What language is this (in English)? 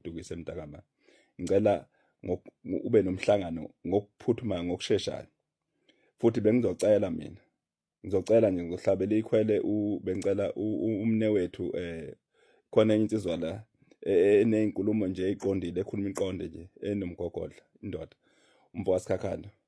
Zulu